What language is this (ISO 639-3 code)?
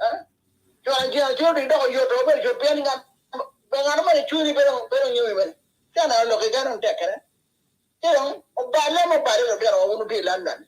ach